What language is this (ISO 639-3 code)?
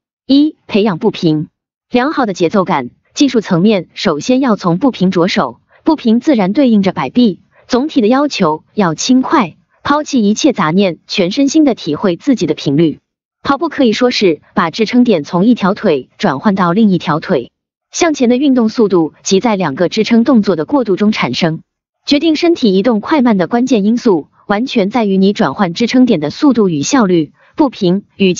zho